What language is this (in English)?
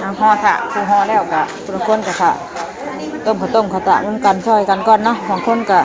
Northeastern Thai